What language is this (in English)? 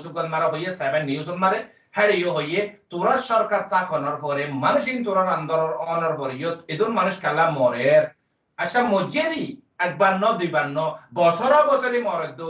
Rohingya